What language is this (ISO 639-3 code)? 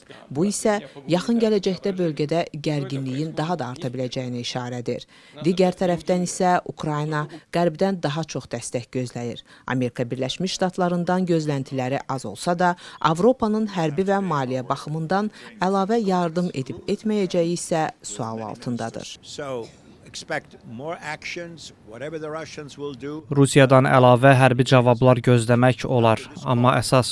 aze